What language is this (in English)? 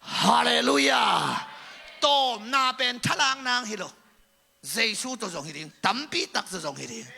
Tedim Chin